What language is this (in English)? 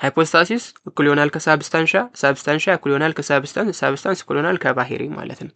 Amharic